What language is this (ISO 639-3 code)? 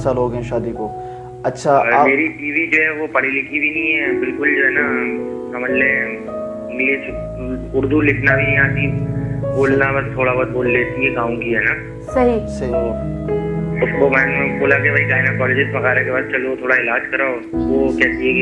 urd